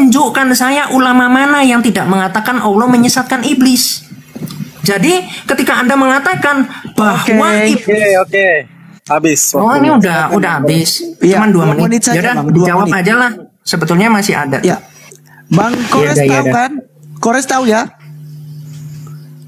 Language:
Indonesian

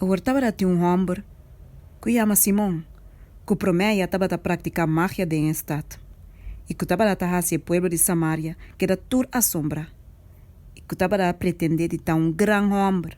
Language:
Papiamento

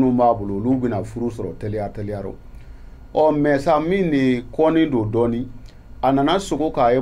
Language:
Bambara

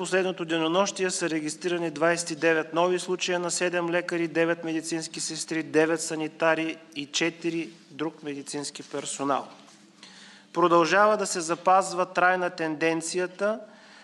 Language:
Bulgarian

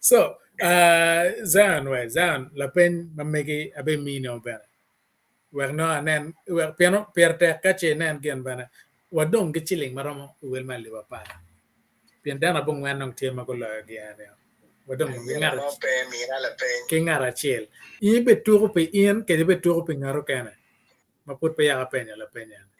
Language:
Acoli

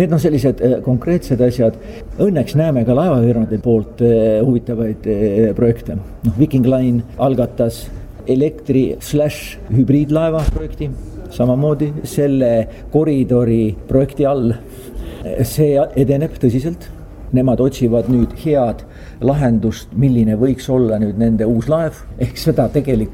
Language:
Estonian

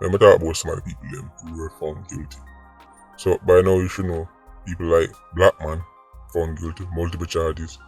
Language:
Jamaican Creole English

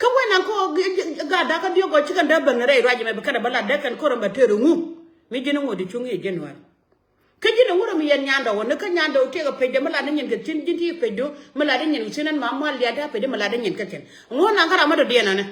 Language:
Nuer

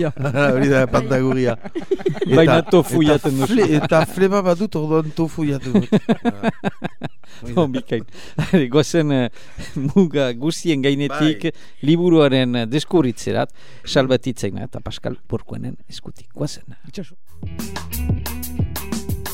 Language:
Basque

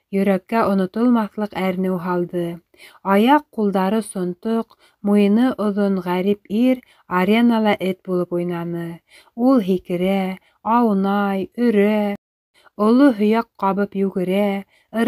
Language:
Bashkir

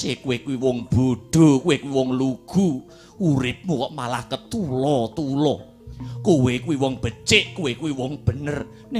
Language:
Javanese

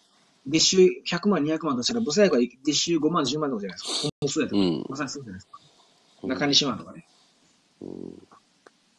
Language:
Japanese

